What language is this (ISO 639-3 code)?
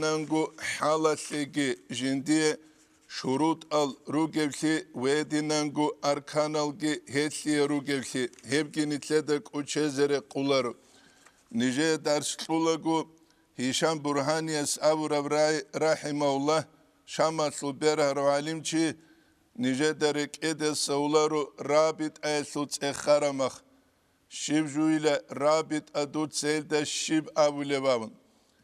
ava